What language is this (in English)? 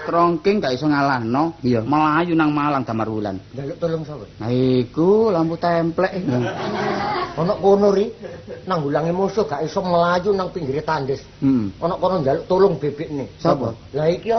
Javanese